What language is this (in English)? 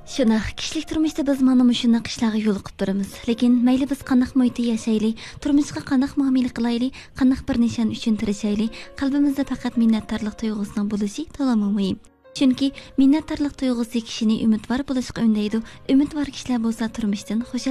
Uyghur